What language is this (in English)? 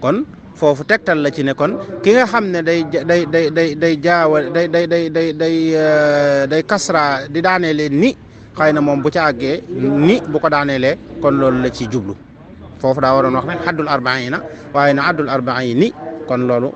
Wolof